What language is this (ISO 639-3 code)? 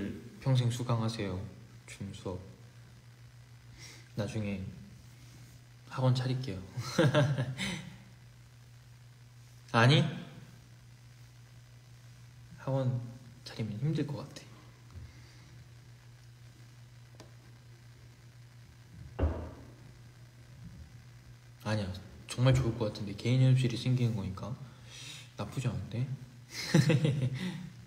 kor